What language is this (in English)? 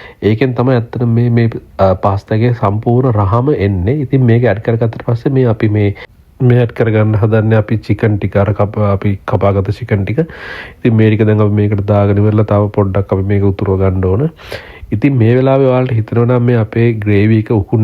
Sinhala